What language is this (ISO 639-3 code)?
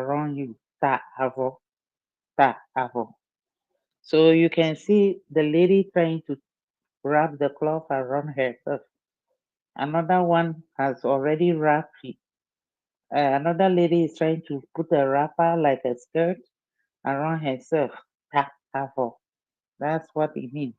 ewe